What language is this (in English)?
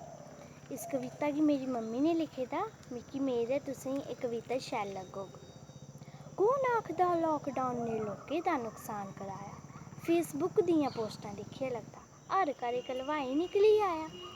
Dogri